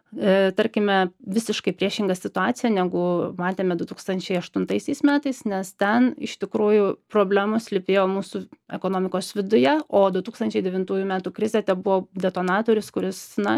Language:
Lithuanian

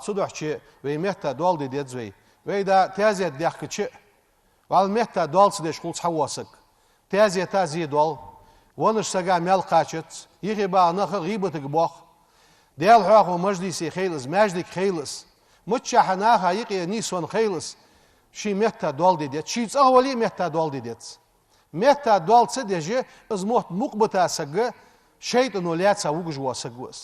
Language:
Ingush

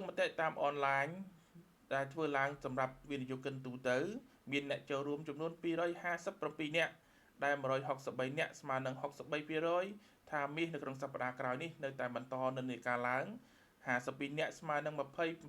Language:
Khmer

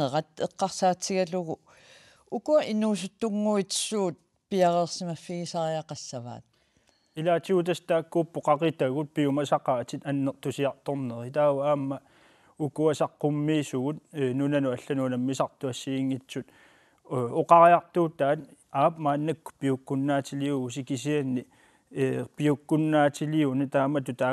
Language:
Kalaallisut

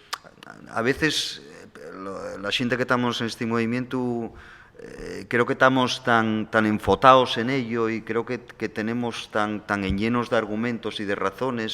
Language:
Asturian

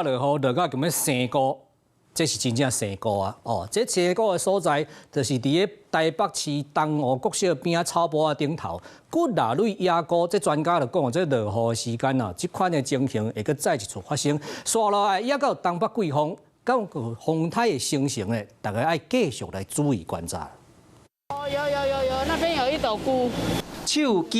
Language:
Min Nan Chinese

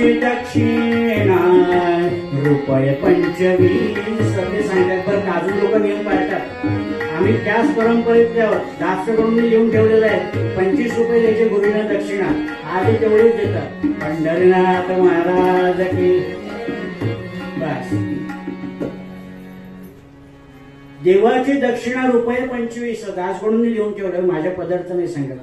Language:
Marathi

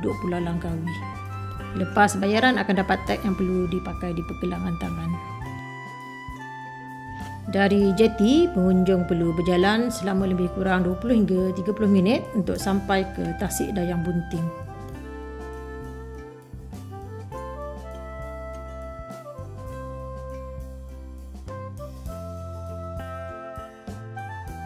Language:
Malay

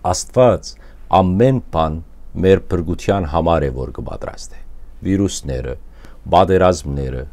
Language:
Western Armenian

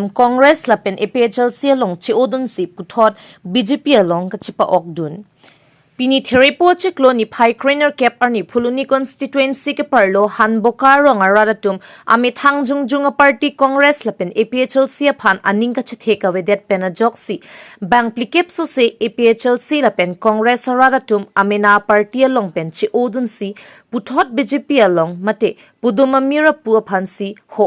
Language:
Karbi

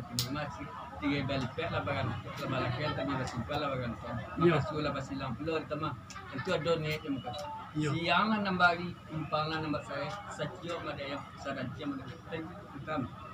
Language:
Minangkabau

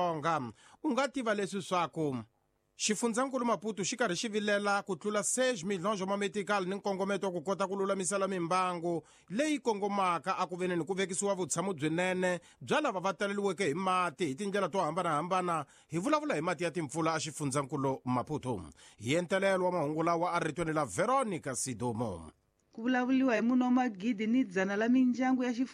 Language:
Tsonga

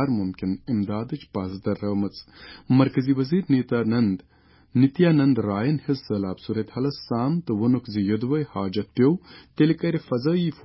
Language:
Kashmiri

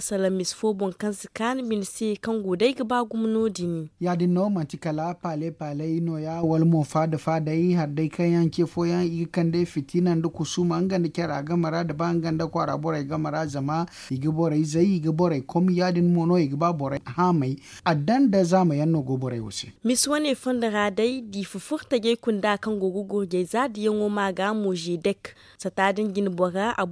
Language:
Zarma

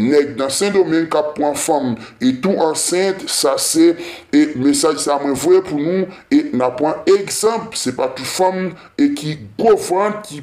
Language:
Haitian Creole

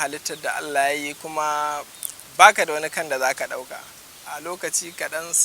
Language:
Hausa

